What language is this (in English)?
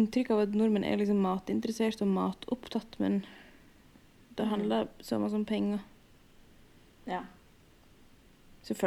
Norwegian